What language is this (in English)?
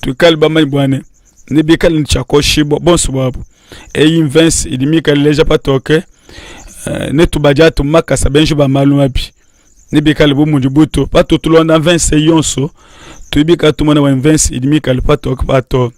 Luba-Lulua